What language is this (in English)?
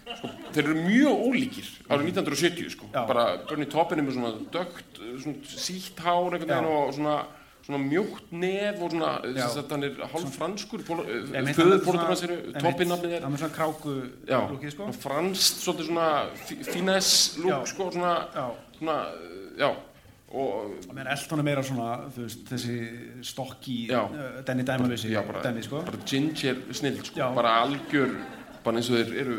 Icelandic